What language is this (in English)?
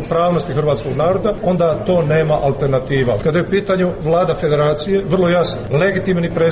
Croatian